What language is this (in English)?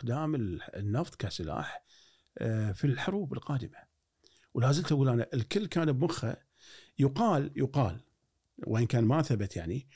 Gulf Arabic